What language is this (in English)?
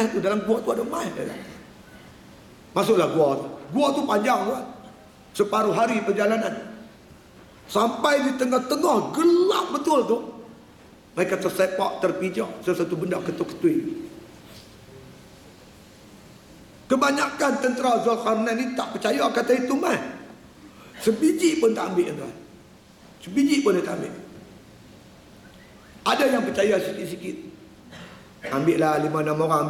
Malay